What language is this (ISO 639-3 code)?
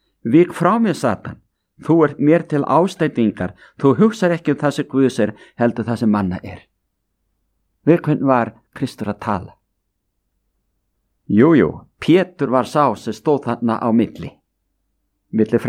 isl